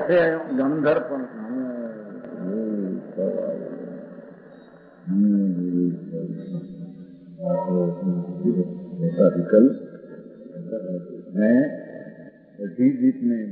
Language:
Gujarati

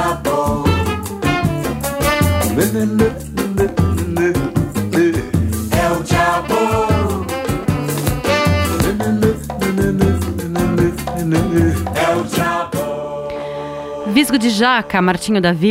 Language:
Portuguese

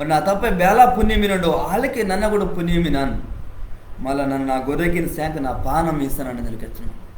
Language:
Koya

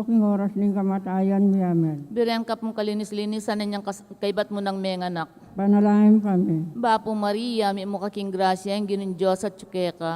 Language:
Pampanga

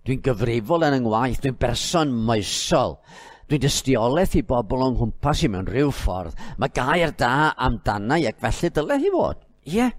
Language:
Welsh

